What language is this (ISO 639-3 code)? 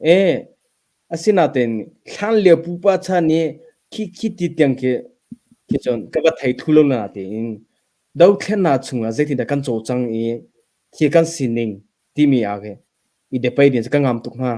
cnh